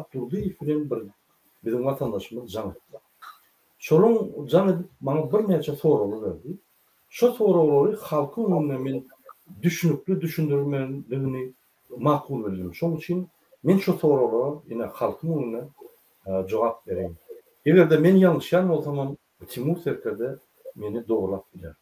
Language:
Turkmen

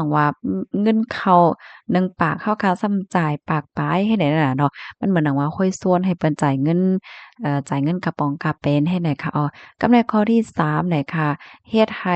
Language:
Shan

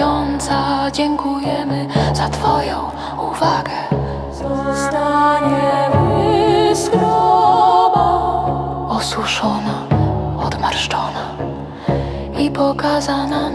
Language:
Polish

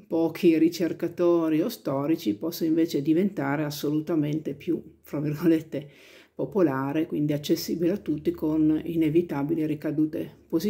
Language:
Italian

